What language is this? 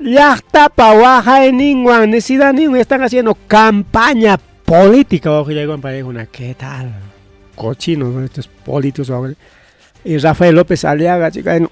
Ayacucho Quechua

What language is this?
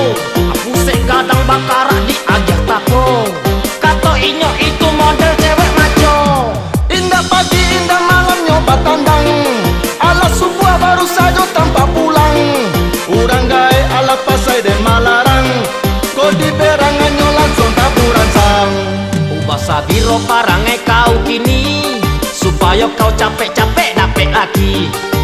Minangkabau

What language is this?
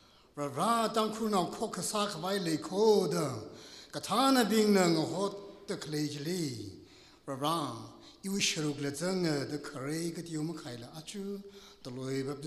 Tangkhul Naga (India)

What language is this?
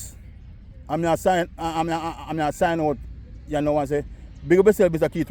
Jamaican Creole English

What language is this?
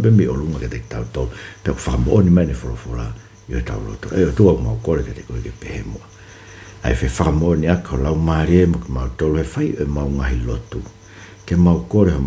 Tongan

